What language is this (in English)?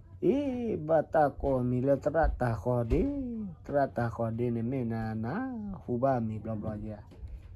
S'gaw Karen